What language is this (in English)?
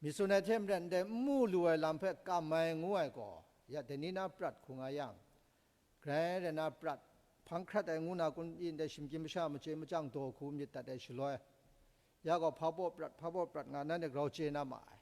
Kachin